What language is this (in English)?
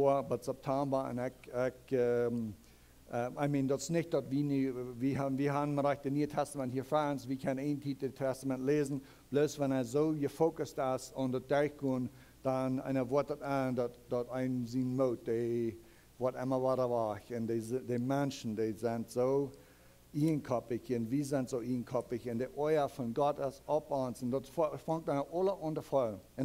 Plautdietsch